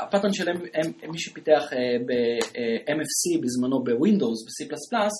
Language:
Hebrew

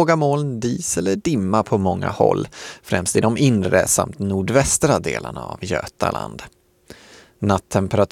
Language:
Swedish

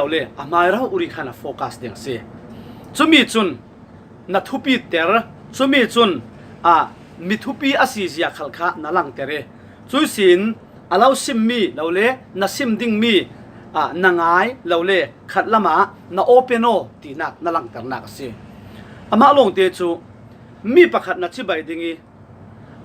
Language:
Falam Chin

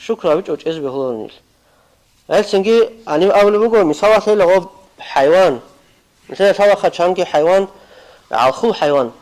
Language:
Avaric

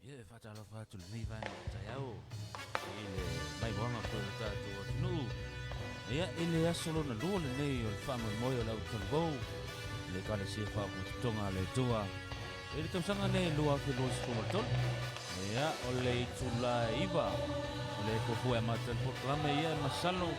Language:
Samoan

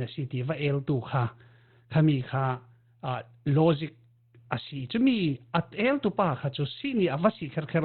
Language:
Falam Chin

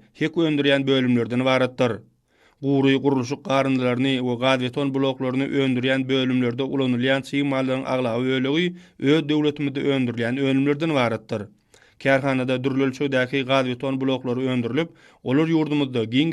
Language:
Turkmen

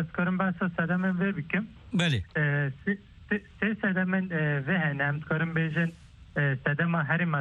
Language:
Kurdish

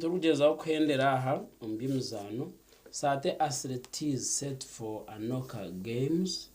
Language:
Nyankole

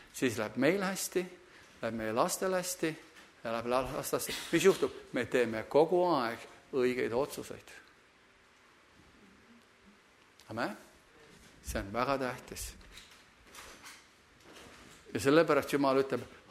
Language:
Estonian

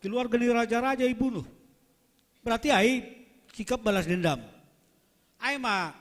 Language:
Batak Simalungun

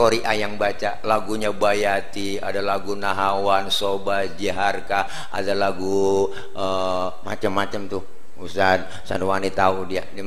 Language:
Betawi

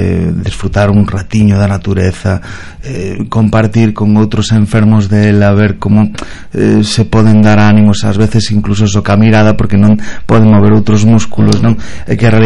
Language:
Galician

